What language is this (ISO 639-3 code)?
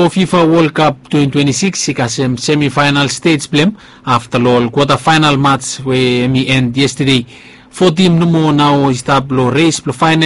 bis